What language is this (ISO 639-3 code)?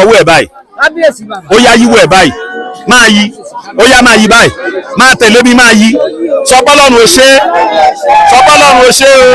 yor